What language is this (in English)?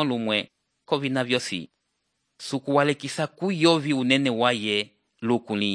Umbundu